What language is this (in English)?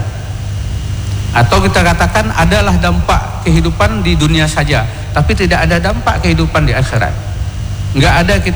Indonesian